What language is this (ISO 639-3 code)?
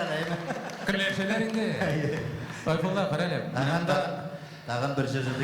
tat